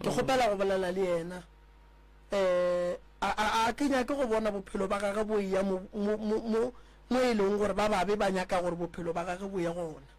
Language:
Northern Sotho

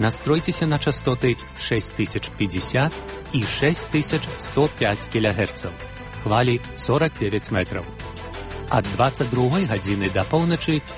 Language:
Belarusian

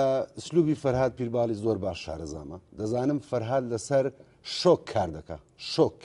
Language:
Central Kurdish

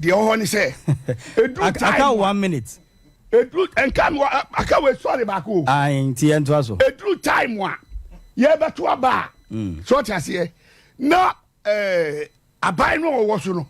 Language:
Akan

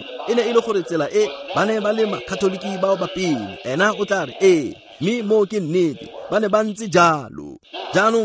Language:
Tswana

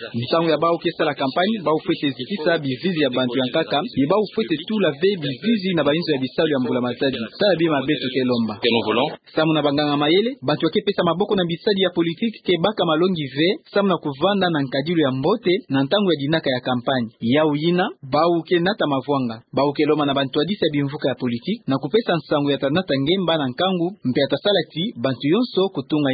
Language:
Kituba (Democratic Republic of Congo)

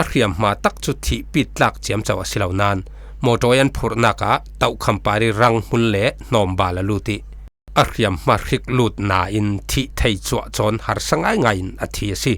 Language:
Falam Chin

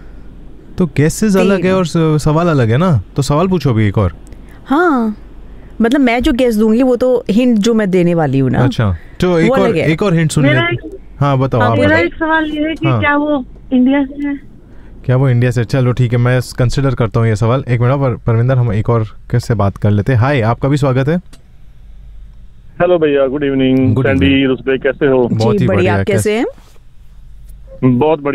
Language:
Hindi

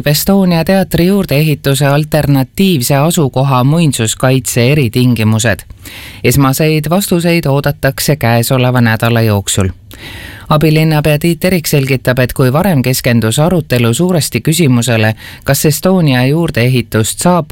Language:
Estonian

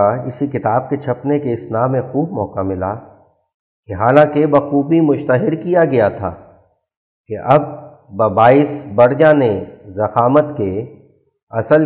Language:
Urdu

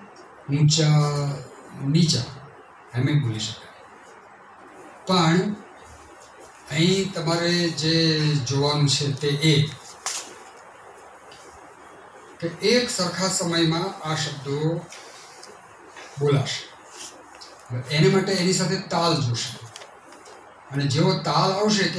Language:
Gujarati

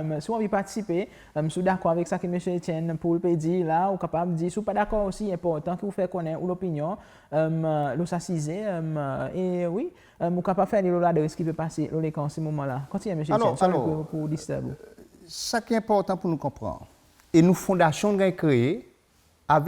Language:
Seselwa Creole French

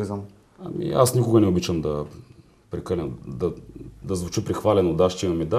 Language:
Bulgarian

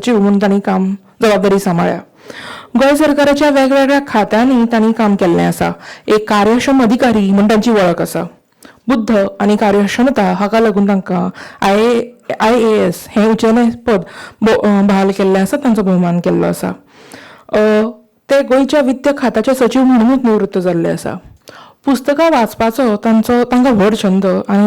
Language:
Konkani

